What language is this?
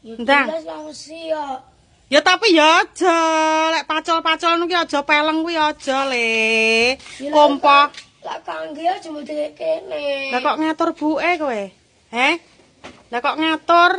Javanese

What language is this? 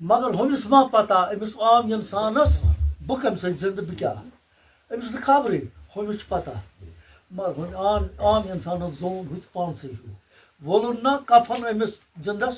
Kashmiri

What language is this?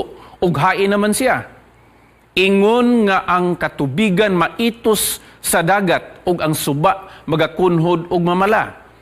Cebuano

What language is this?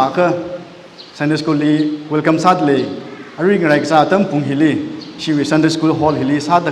Tangkhul Naga (India)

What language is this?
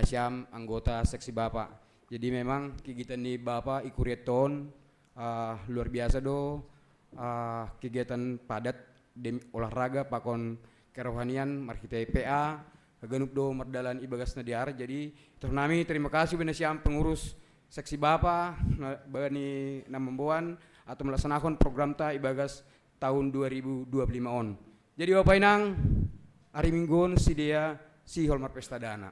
Batak Simalungun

